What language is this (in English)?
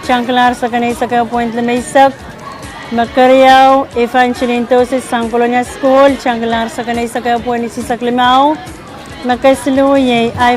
Pohnpeian